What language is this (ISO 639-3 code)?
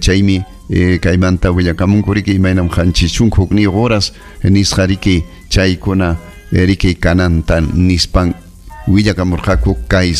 quy